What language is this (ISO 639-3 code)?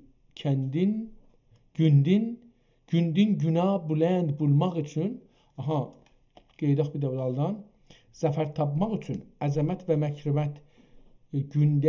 azb